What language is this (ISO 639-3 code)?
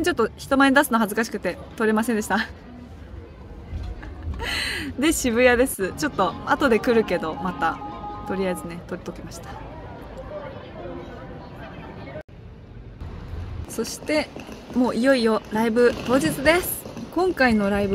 jpn